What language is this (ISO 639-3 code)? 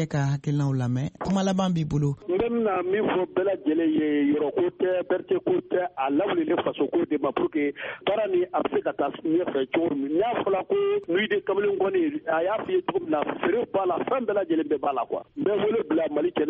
bam